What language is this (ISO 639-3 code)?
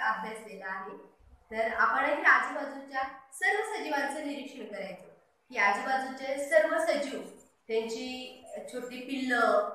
mar